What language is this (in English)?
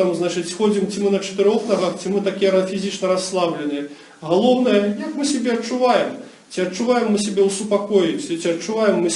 Belarusian